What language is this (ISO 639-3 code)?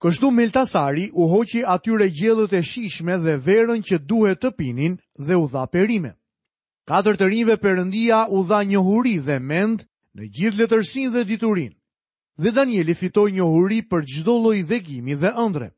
sqi